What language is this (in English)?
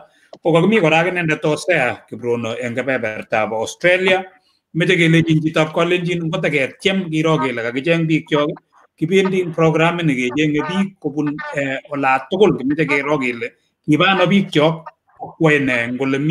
Kalenjin